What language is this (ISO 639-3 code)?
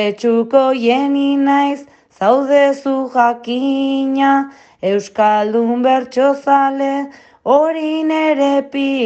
eus